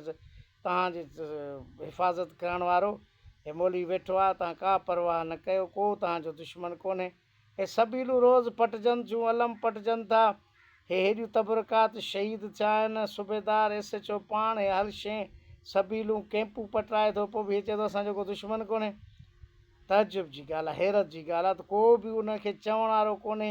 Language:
Sindhi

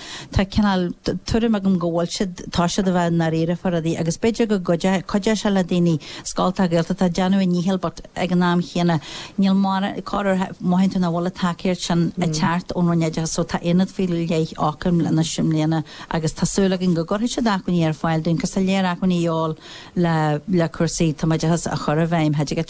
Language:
Irish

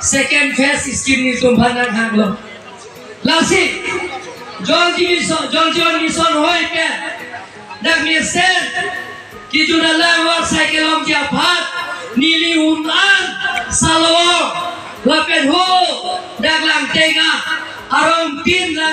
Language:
Karbi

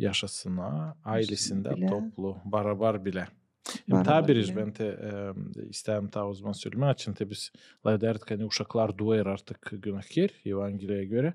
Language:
Gagauz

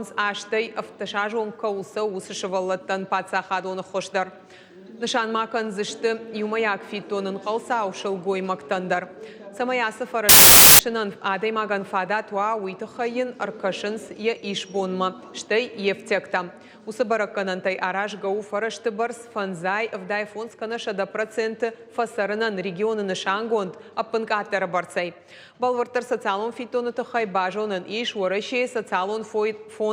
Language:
Ossetic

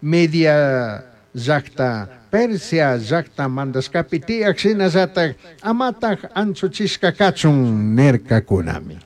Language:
Chimborazo Highland Quichua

